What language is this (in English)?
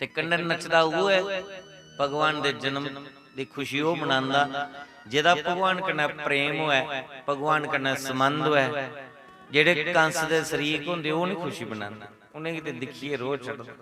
Dogri